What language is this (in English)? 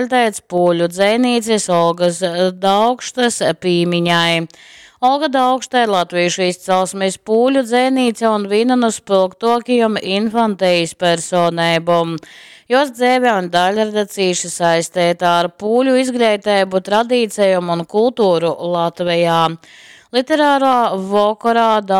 Latgalian